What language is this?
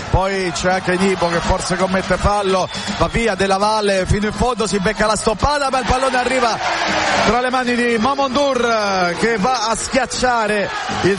Italian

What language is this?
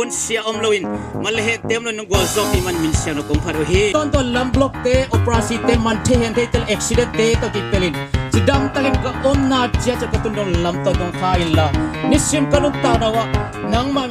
Tedim Chin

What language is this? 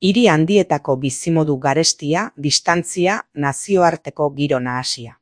Basque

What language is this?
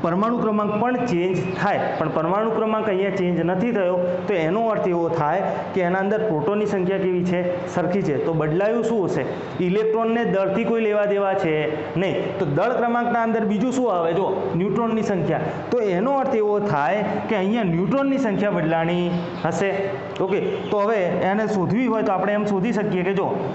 Gujarati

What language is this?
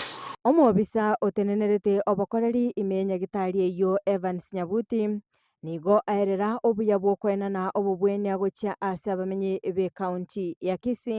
Gusii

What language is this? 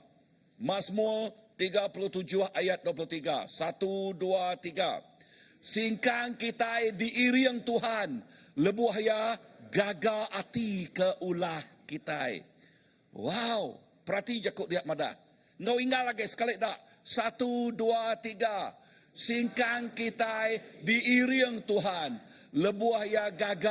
Iban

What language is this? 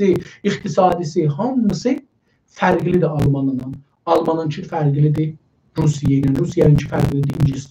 South Azerbaijani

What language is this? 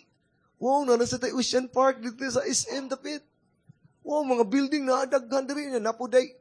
Cebuano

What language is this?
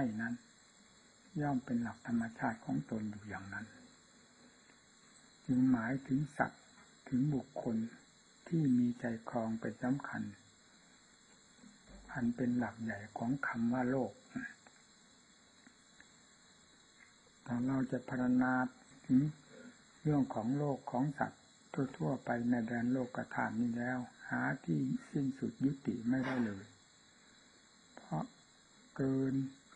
Thai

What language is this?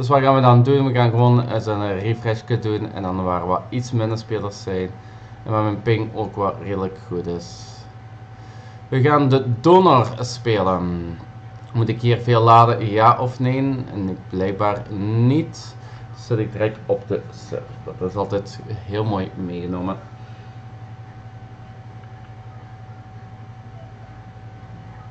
Dutch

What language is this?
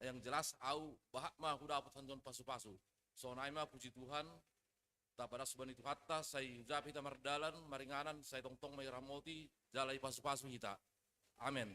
Batak Simalungun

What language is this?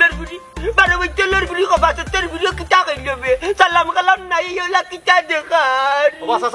Sylheti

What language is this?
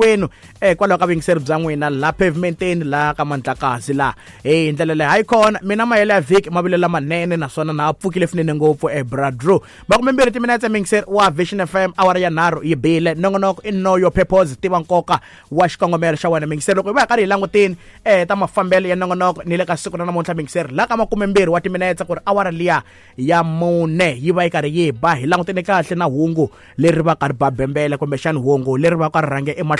Tsonga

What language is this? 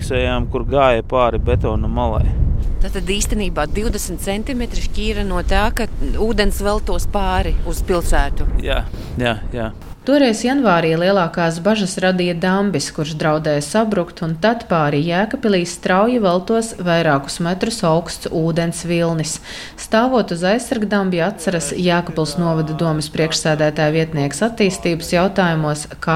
Latvian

